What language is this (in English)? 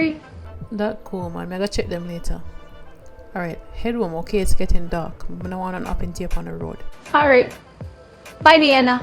Jamaican Creole English